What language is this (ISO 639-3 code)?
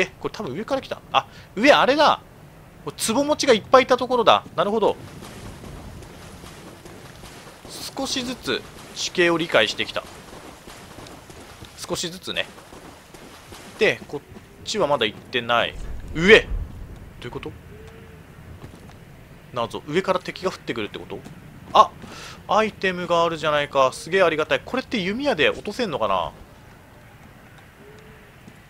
jpn